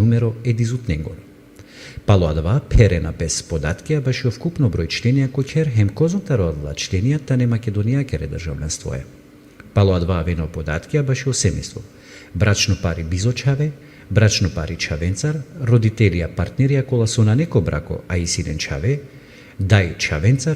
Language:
Balkan Romani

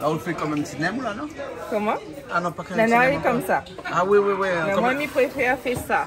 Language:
Réunion Creole French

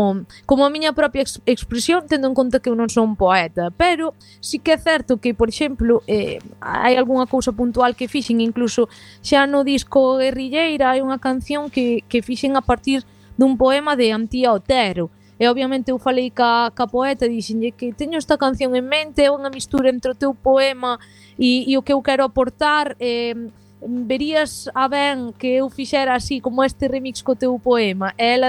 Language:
Galician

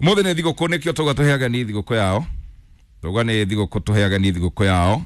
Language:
Kikuyu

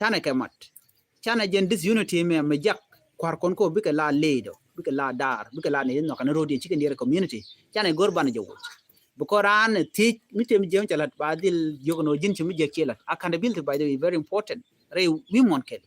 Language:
Nuer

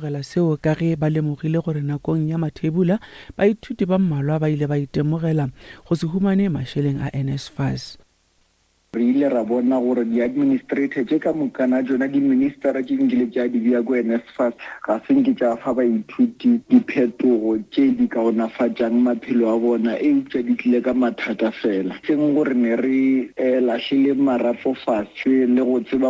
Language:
Northern Sotho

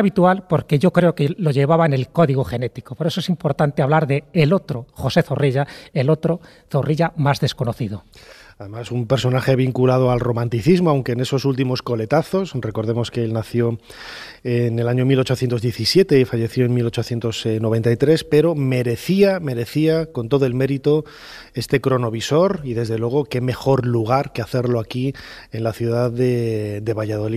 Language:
Spanish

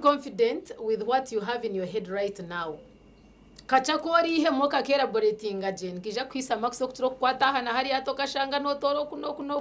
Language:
Nyankole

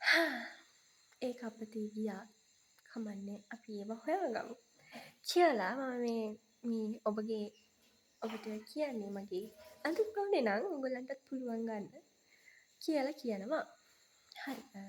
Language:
Sinhala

